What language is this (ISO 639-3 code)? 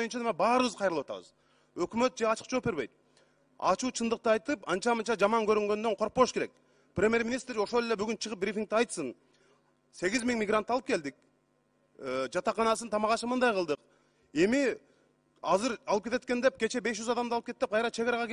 kir